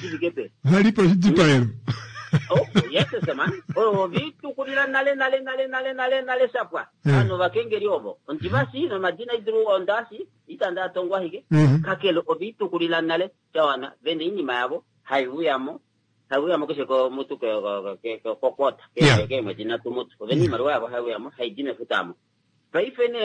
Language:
Kuanyama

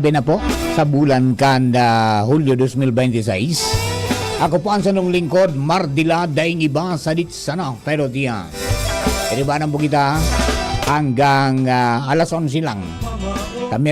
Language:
Bikol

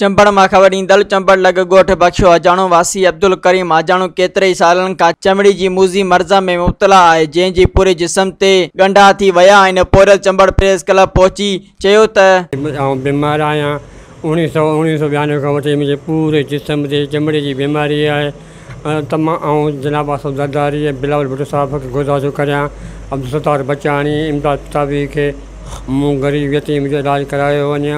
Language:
Sindhi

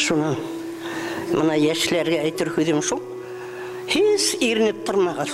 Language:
Bashkir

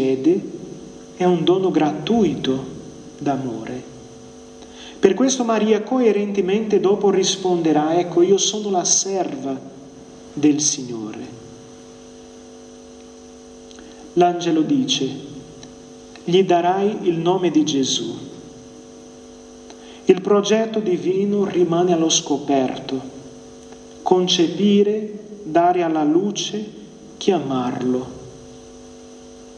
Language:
Italian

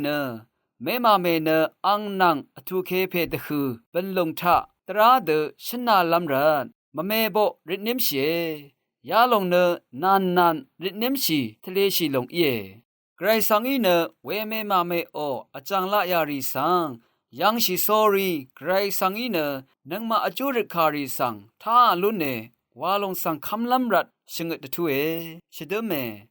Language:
Rawang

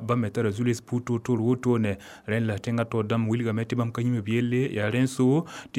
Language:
Mossi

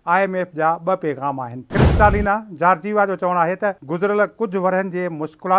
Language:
Sindhi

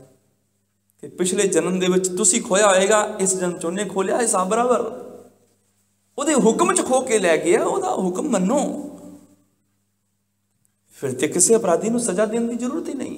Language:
Punjabi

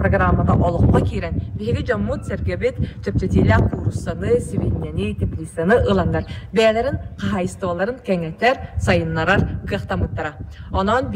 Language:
Yakut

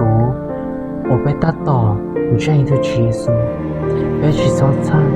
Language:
Hmong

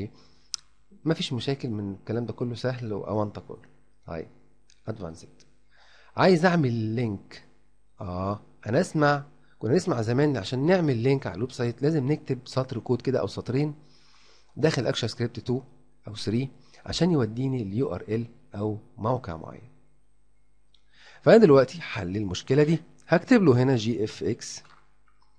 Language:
Egyptian Arabic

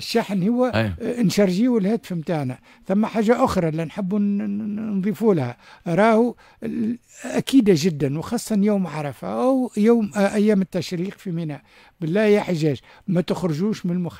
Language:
Tunisian Arabic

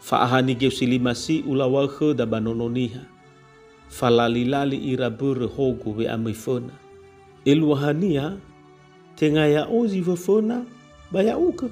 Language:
Nias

